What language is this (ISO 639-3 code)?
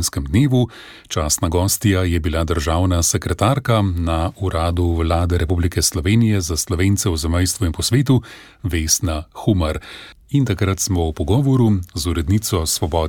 slv